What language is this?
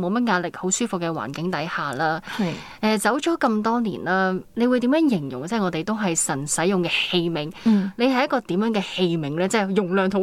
Cantonese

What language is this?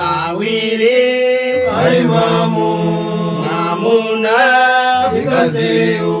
Nyanja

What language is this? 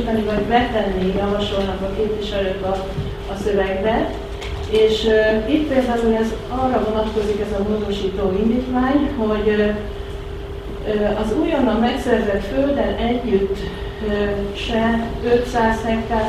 Hungarian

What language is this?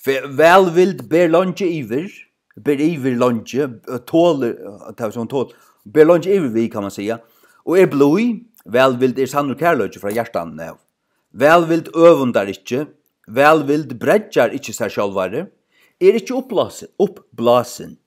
Faroese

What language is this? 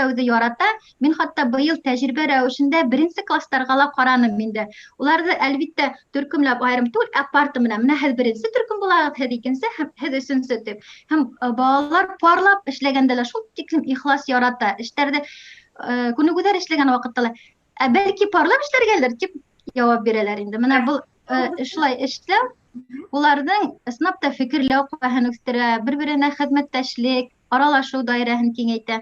Bashkir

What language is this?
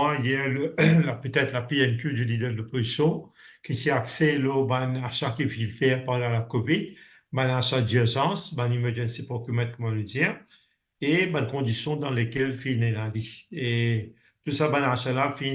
Morisyen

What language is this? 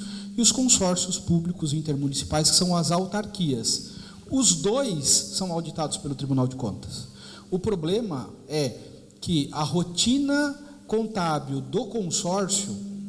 Portuguese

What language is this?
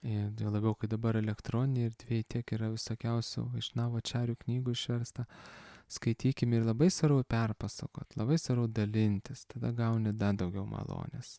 Lithuanian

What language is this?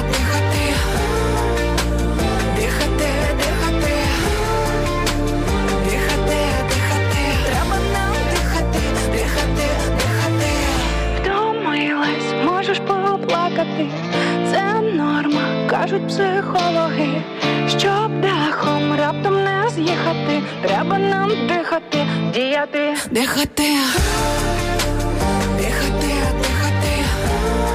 Ukrainian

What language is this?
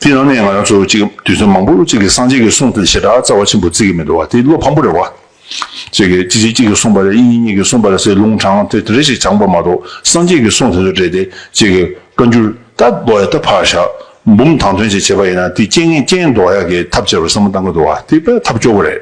Tibetan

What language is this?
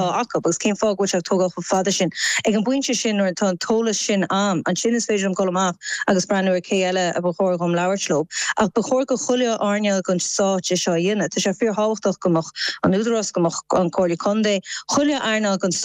Irish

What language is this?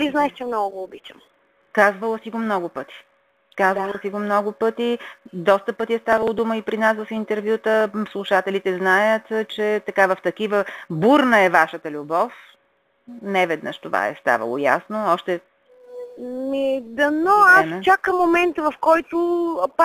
Bulgarian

